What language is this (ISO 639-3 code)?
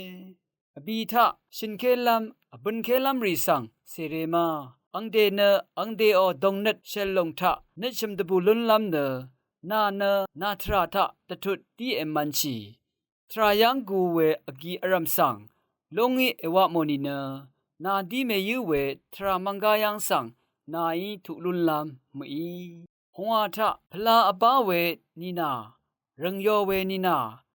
raw